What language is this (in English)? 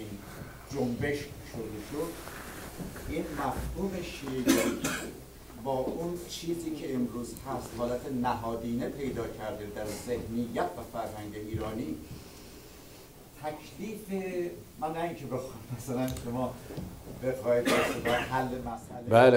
Persian